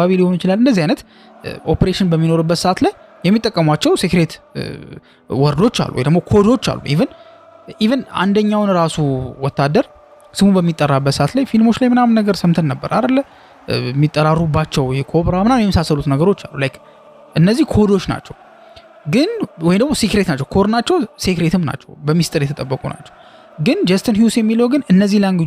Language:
Amharic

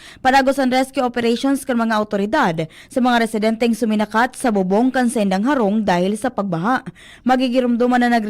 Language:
Bikol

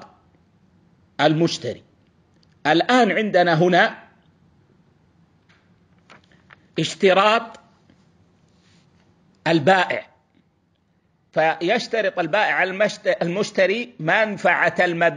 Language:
Arabic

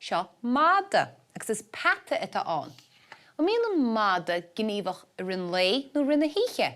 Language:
Irish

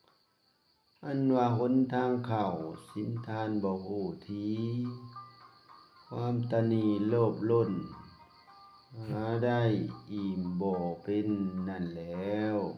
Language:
Lao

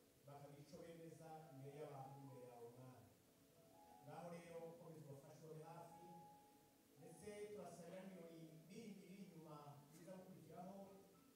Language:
Kinyarwanda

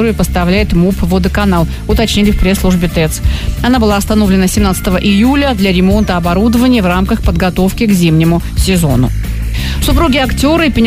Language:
Russian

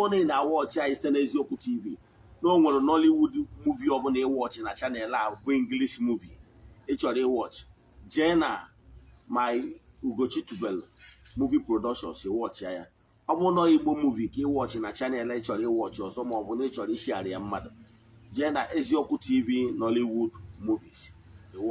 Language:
Igbo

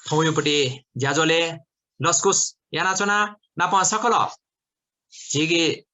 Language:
Newari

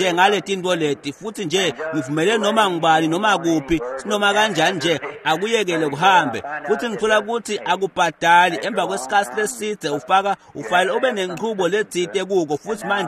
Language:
Swati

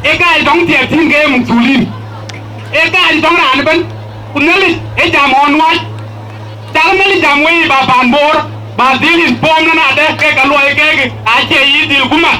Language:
Dinka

